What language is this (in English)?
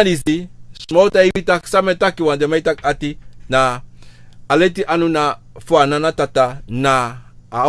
Sranan Tongo